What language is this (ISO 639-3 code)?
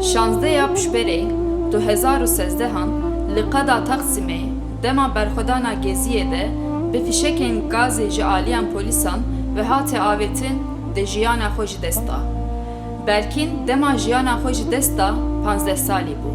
kur